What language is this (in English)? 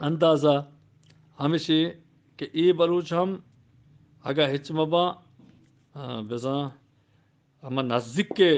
Eastern Balochi